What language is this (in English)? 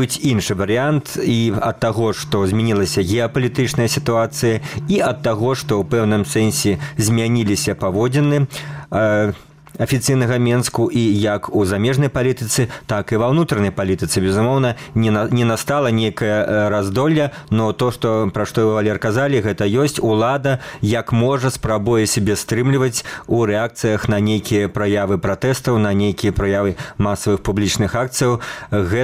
Belarusian